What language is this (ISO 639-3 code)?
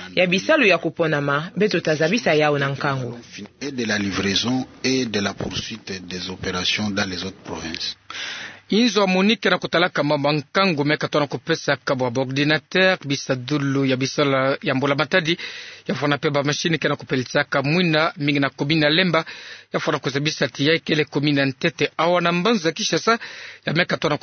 ktu